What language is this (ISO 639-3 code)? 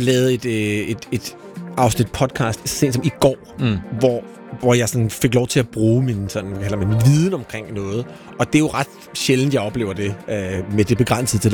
dan